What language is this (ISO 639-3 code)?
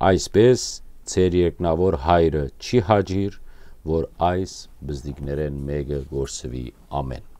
hyw